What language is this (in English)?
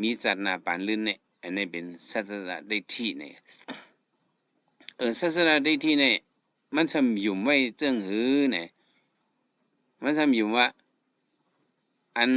Shan